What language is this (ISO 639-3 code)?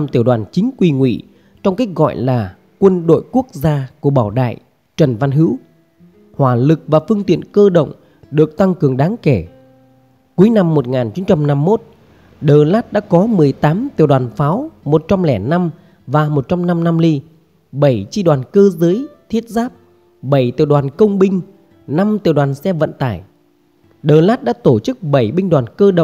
vie